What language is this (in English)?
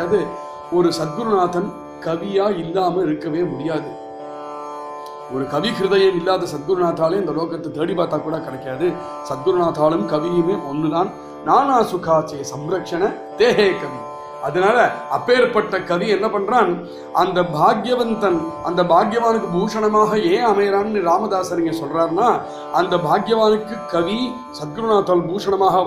Tamil